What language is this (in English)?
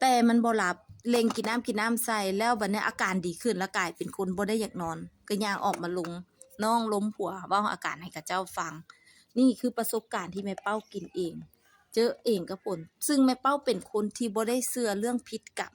Lao